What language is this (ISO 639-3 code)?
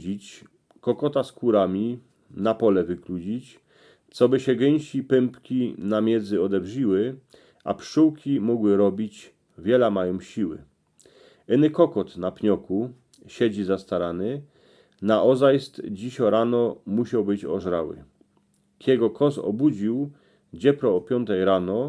szl